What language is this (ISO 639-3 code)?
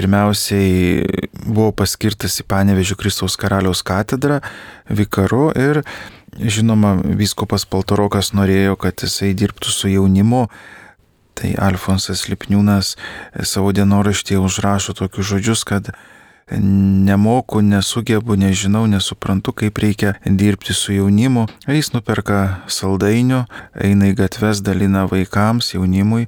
lit